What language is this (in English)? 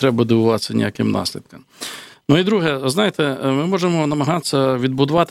Ukrainian